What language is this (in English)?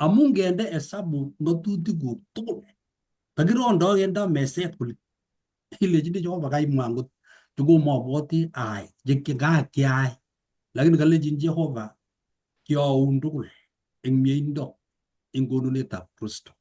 Kalenjin